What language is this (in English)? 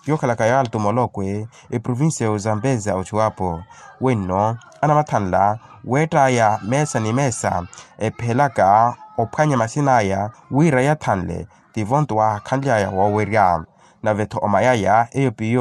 Makhuwa